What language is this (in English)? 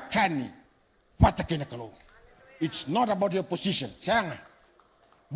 Fijian